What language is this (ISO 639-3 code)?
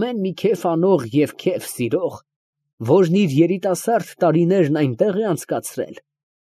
hye